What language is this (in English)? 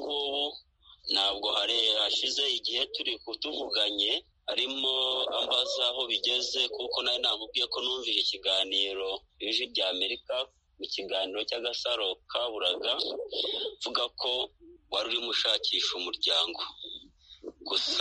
Kinyarwanda